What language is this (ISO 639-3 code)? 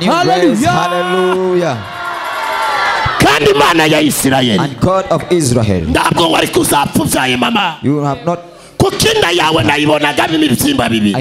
kin